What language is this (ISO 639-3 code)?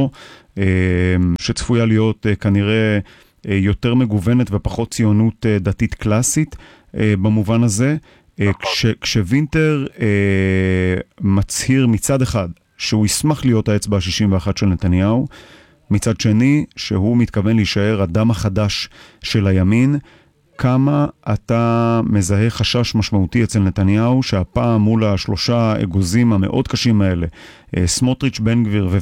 heb